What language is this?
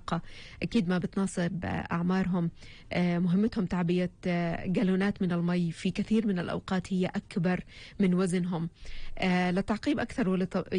North Levantine Arabic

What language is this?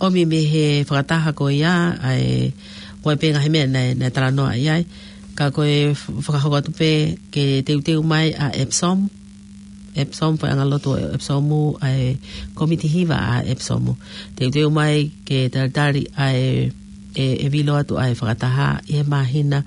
Tongan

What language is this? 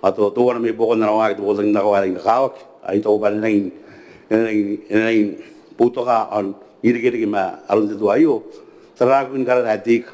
Gilbertese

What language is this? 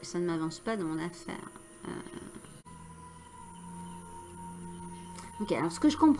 French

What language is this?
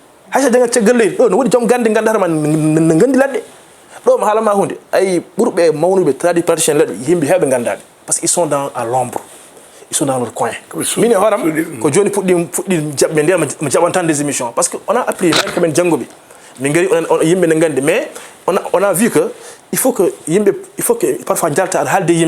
Fula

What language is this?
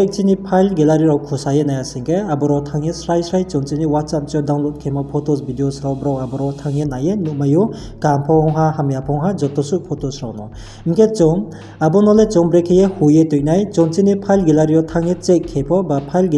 Riang (India)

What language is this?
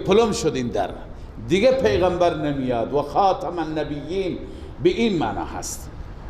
Persian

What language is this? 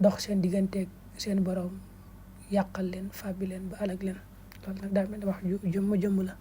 Wolof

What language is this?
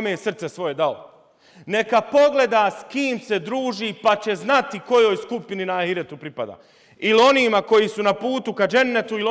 Bosnian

